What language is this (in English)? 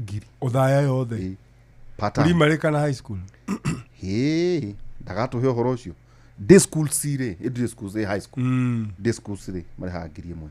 Kikuyu